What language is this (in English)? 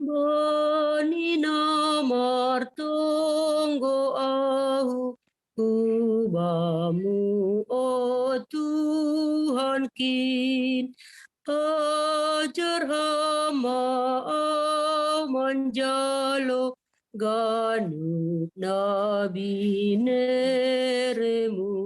Batak Simalungun